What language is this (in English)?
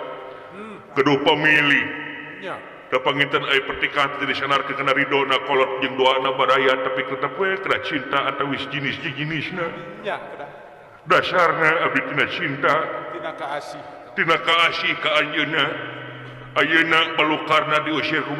Sundanese